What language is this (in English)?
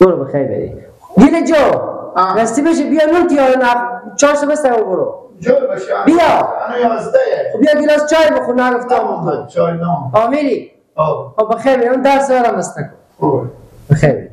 Persian